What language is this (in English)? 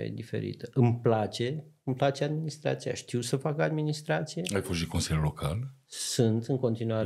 Romanian